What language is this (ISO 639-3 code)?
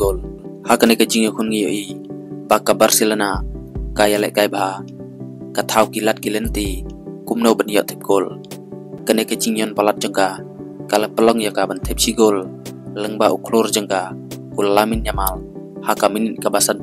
kha